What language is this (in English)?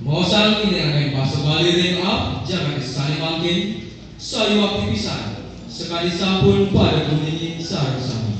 Balinese